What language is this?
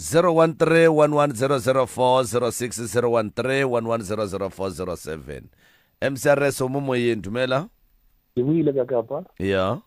Northern Sotho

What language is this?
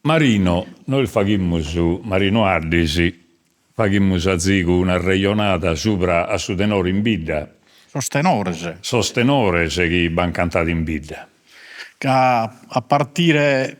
Sardinian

